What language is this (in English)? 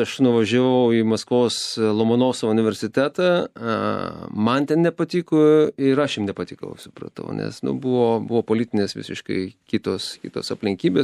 Lithuanian